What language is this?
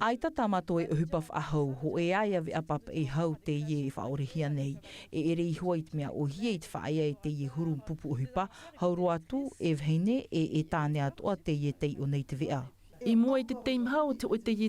Tahitian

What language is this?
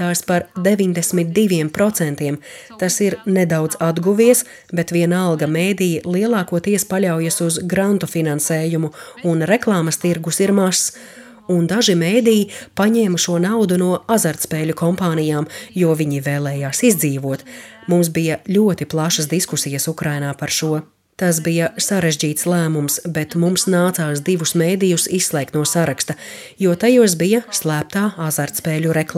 Latvian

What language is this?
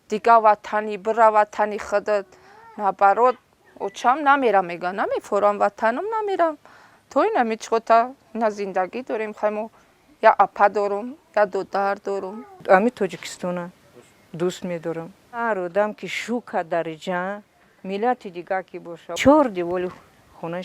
Tajik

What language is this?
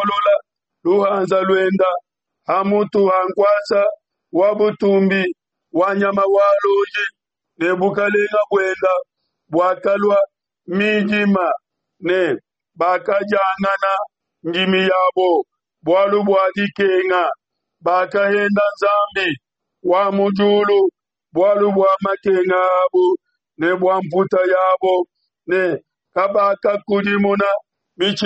Luba-Lulua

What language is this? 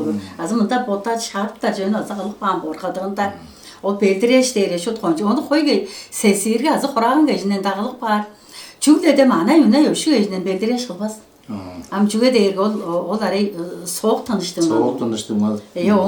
Tuvinian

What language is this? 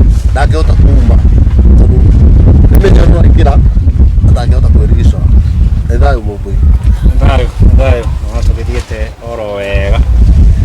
Kikuyu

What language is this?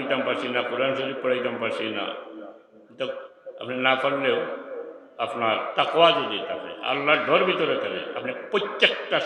Sylheti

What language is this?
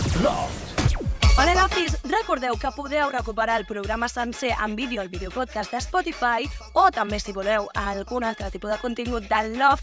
Catalan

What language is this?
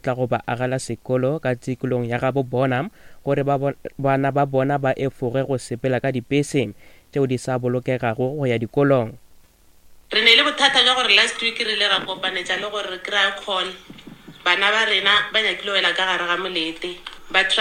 Northern Sotho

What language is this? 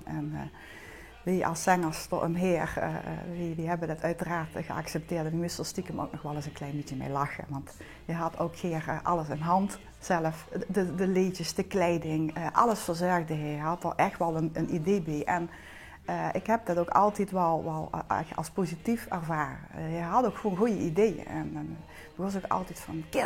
Limburgish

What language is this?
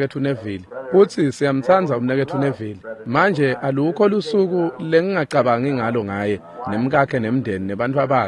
Swati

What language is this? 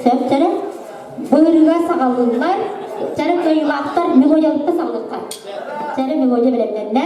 Yakut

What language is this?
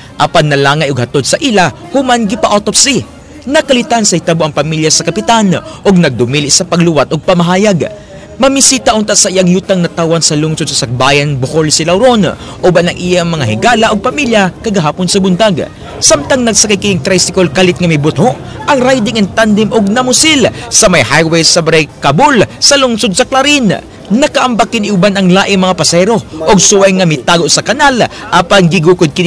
Cebuano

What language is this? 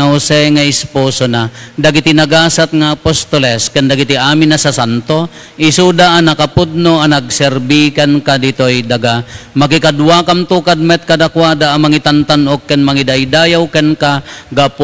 Iloko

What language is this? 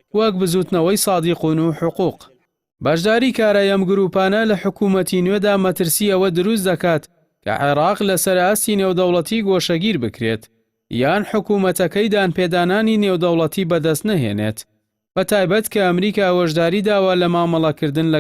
Central Kurdish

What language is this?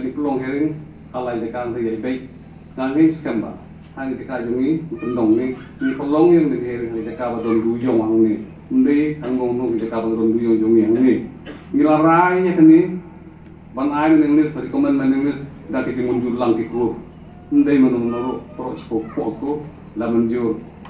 Khasi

